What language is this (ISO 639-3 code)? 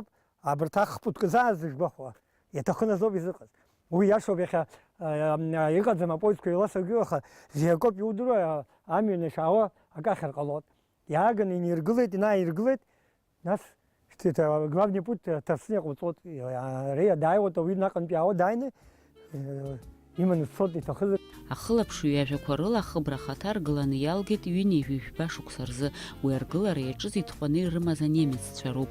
abk